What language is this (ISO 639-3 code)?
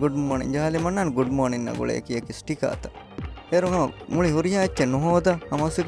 div